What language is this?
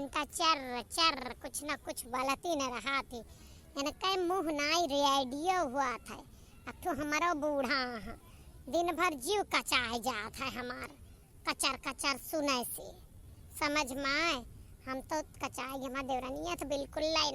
Awadhi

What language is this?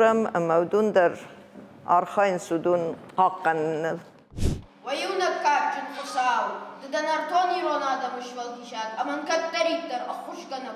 Ossetic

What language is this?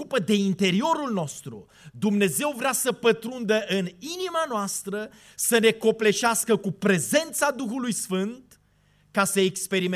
Romanian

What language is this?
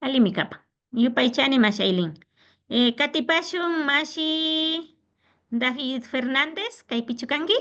Imbabura Highland Quichua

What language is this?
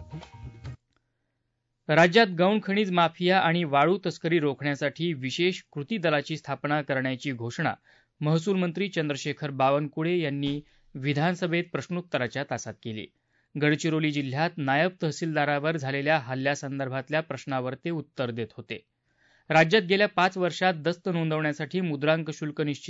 Marathi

